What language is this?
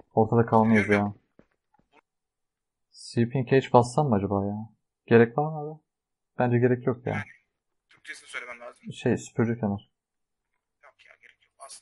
Turkish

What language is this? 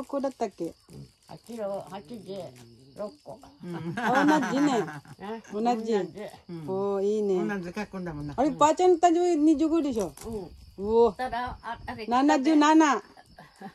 Japanese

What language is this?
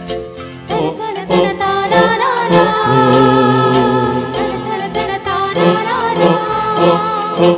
Malayalam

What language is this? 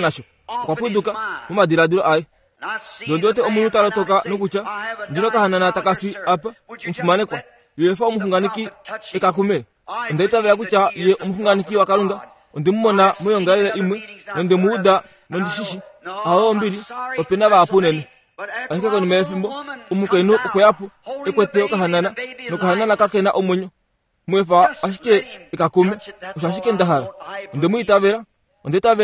Kuanyama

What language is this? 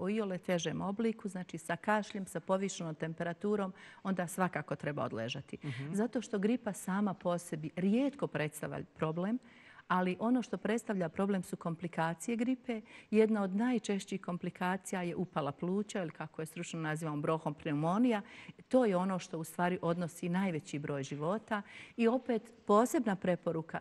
Bosnian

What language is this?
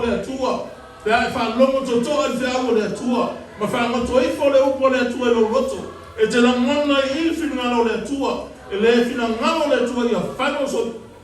Samoan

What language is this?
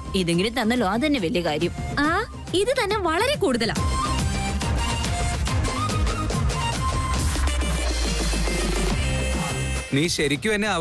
Malayalam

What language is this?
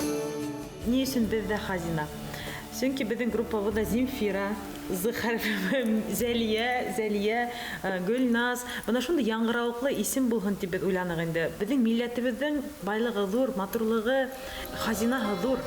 Bashkir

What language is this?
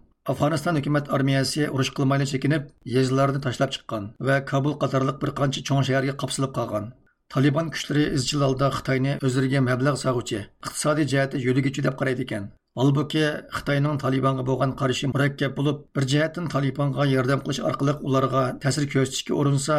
Uyghur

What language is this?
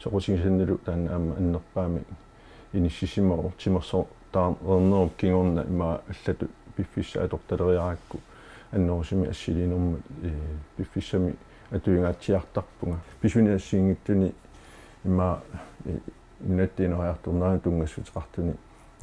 Kalaallisut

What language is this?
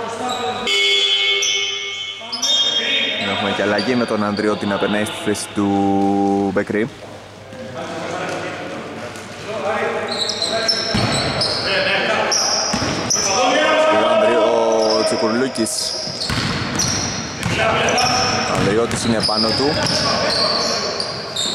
Greek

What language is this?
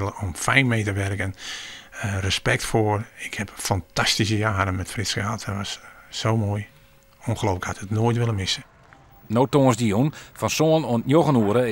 Western Frisian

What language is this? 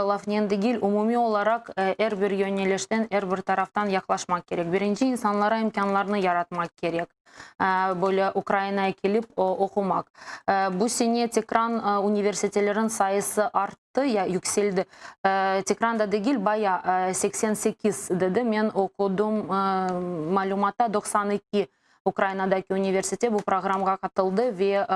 Crimean Tatar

